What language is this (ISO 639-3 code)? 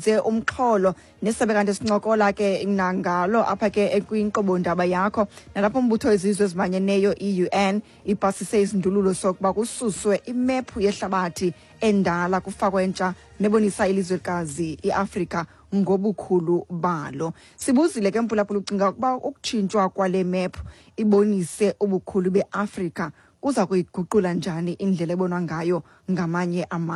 xho